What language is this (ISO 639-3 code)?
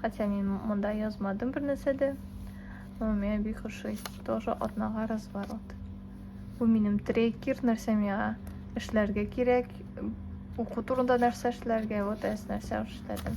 tat